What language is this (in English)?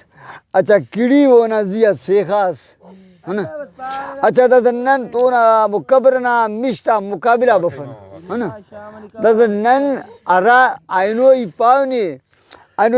Brahui